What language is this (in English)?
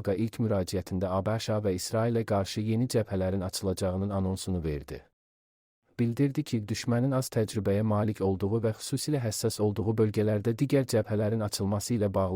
Azerbaijani